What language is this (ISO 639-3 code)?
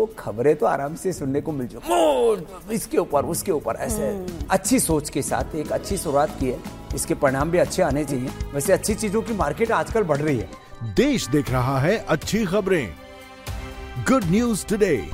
hin